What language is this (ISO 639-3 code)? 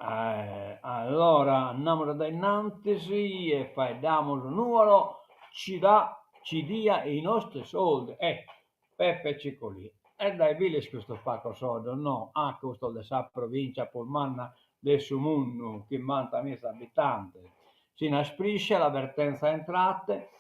srd